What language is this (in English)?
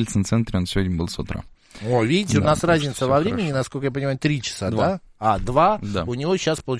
Russian